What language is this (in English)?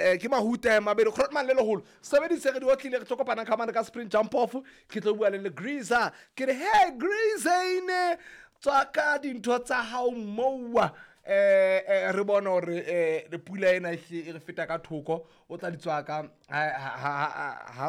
Southern Sotho